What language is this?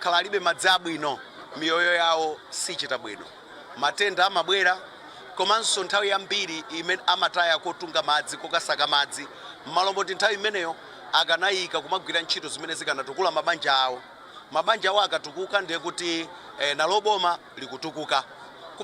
Nyanja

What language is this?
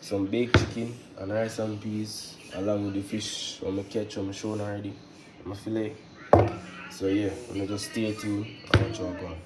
Jamaican Creole English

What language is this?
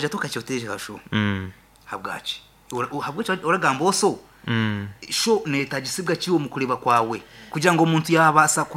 Nyankole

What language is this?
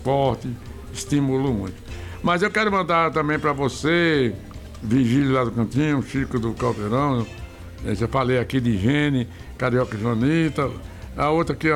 Portuguese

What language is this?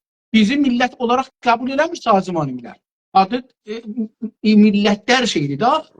South Azerbaijani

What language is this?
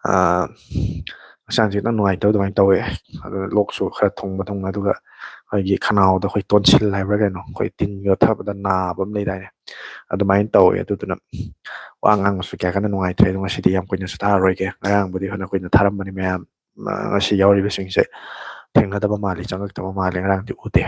Manipuri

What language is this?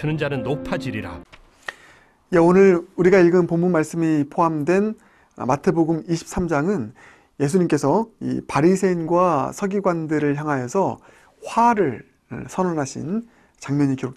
Korean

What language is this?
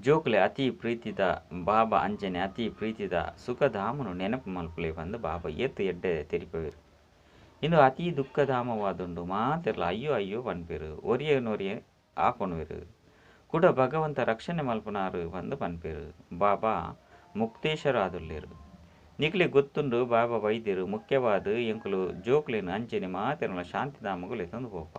Tulu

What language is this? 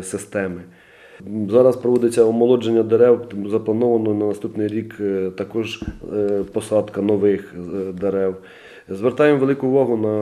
Ukrainian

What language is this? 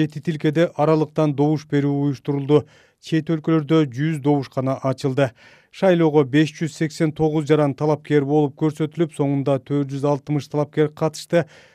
Kyrgyz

